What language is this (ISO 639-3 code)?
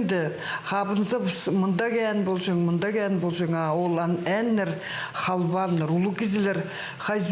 kjh